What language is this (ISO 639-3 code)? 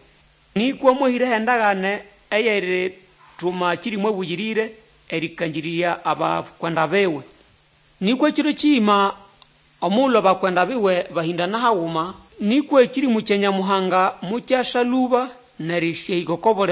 nnb